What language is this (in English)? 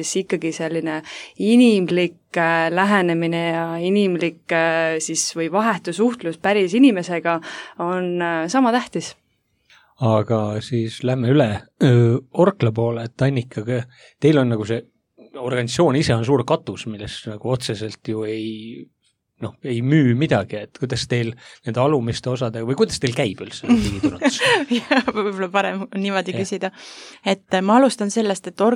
Estonian